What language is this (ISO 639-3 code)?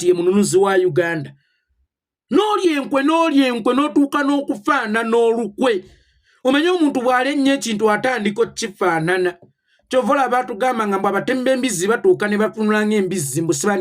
lug